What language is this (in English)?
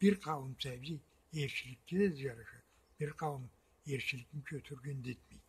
Karachay-Balkar